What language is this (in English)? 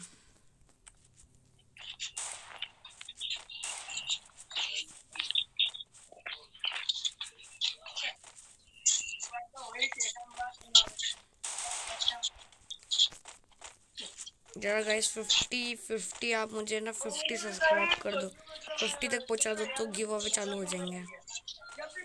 Hindi